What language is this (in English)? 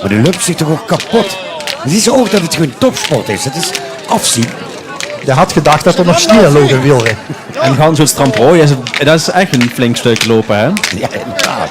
Limburgish